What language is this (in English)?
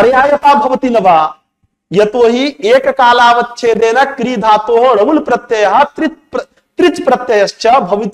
Sanskrit